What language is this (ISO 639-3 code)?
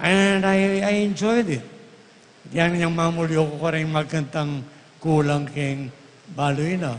pam